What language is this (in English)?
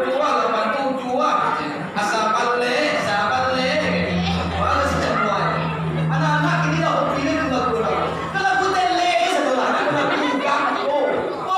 Minangkabau